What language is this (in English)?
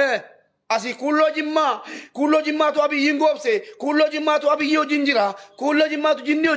Oromo